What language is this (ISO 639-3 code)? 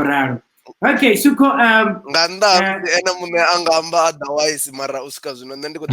ven